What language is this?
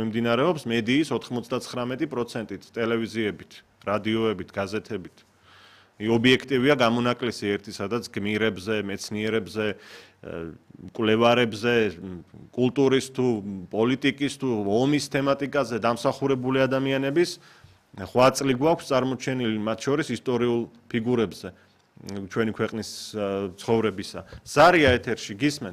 Georgian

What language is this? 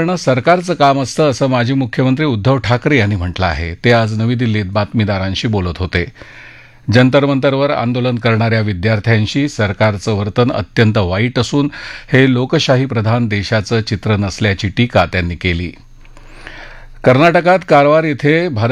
Marathi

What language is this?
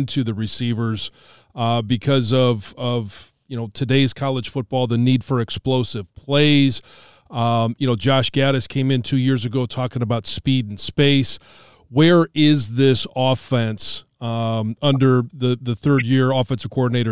English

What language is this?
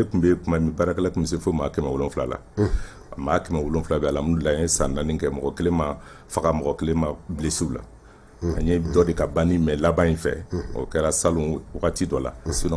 Bambara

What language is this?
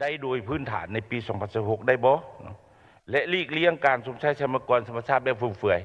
Lao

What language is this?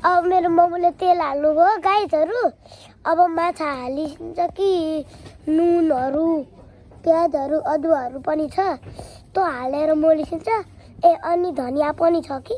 Nepali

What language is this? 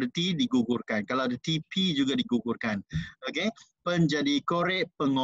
Malay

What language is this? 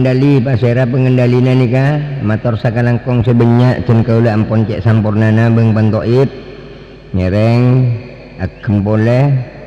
Madurese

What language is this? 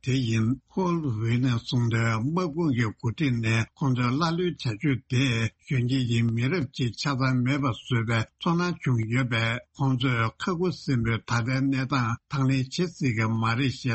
Tibetan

